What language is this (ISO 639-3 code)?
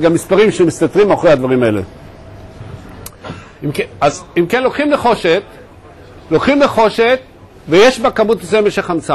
heb